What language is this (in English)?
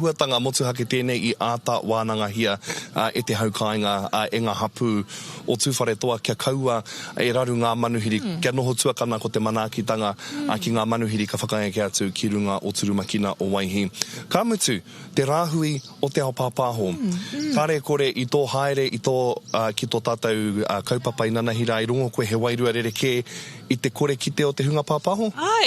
Māori